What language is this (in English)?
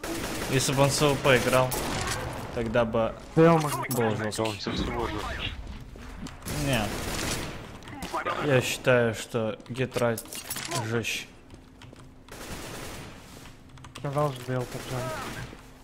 Russian